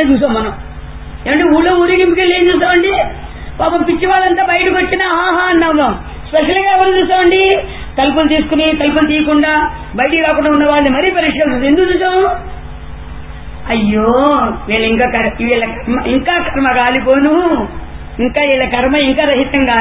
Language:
Telugu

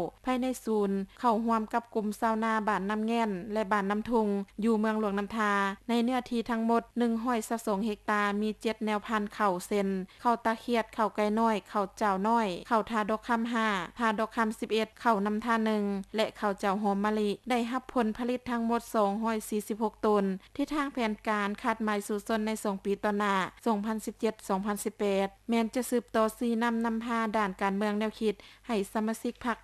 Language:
Lao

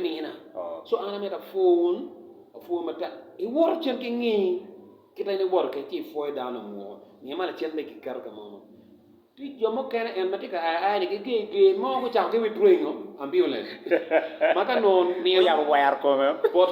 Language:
Acoli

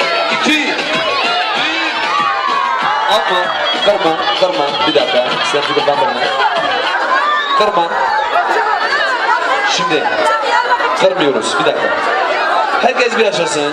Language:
Turkish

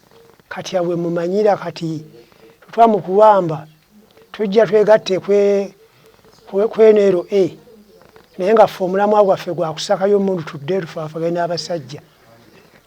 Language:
Ganda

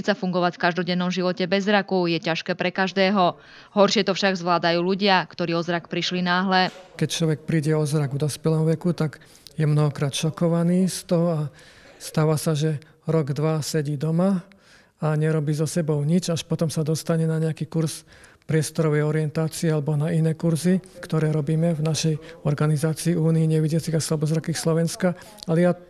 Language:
Slovak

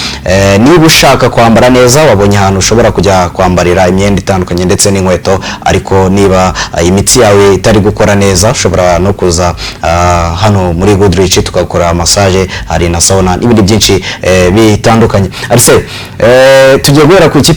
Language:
Kinyarwanda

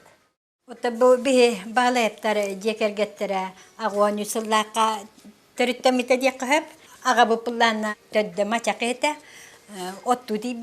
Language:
Yakut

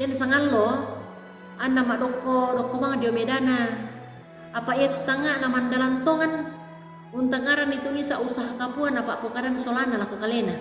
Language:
Toraja-Sa'dan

